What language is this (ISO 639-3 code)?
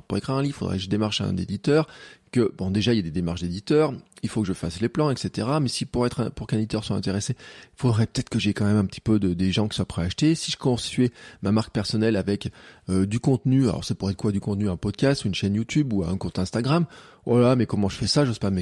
fra